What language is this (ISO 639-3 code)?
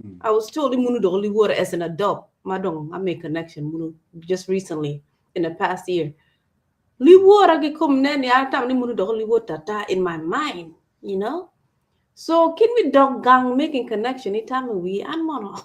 ach